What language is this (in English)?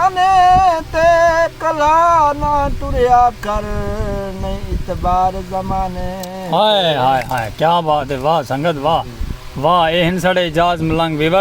Saraiki